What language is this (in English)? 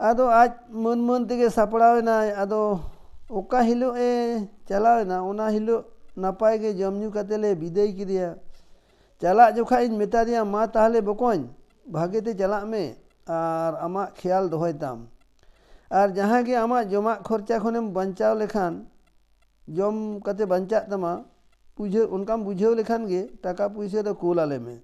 Santali